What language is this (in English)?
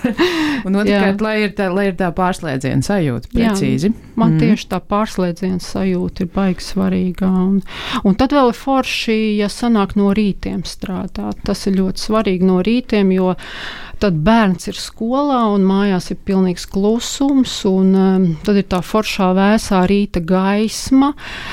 Latvian